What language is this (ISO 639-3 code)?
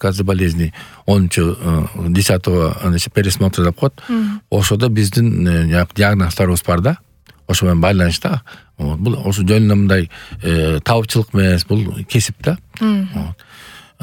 kir